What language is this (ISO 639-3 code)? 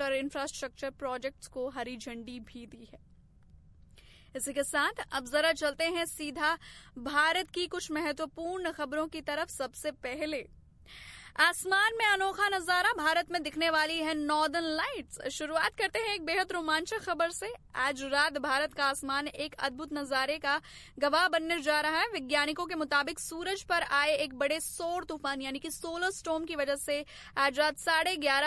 hin